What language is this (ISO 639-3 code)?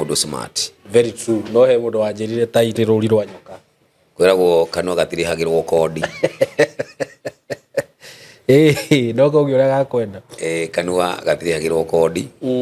kik